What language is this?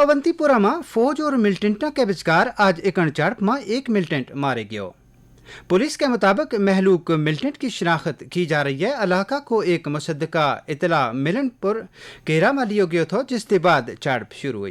Gujari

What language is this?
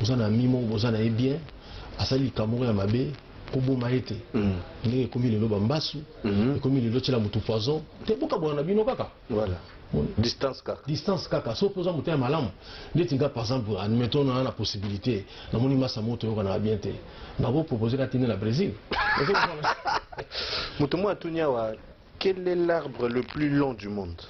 Lingala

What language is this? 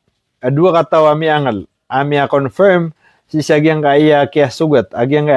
Maranao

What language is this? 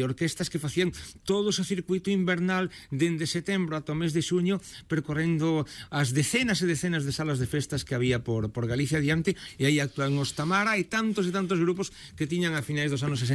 Galician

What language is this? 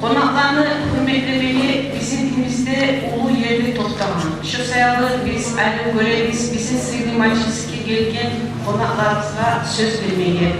Kumyk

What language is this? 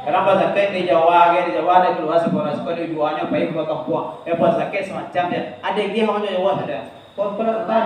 Minangkabau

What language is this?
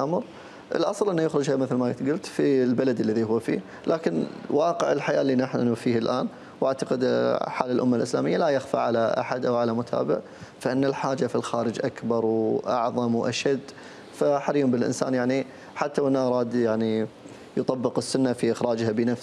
Arabic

